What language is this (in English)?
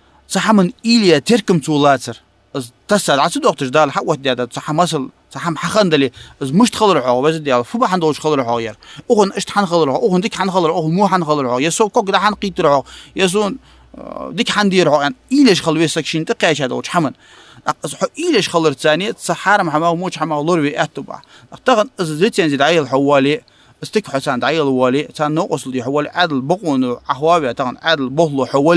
Ingush